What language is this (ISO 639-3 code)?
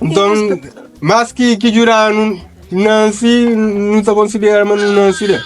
kea